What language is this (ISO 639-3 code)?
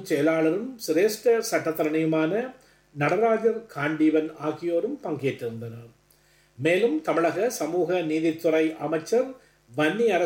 tam